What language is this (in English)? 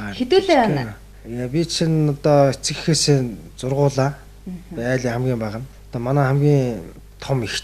Mongolian